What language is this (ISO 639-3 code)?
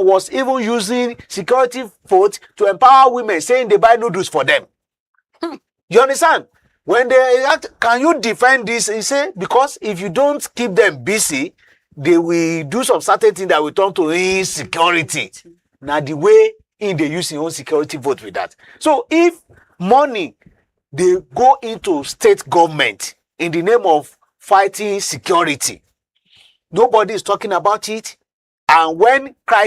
pcm